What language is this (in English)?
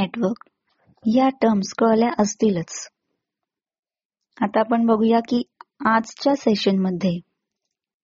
Marathi